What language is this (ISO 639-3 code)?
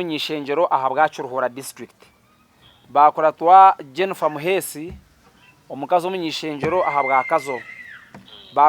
nyn